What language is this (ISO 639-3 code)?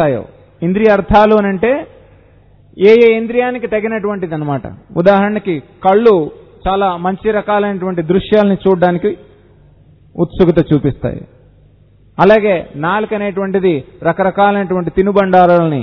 tel